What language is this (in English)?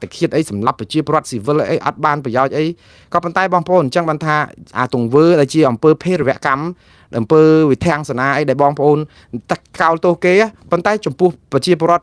Khmer